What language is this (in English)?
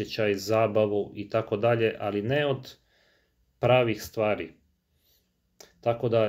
Croatian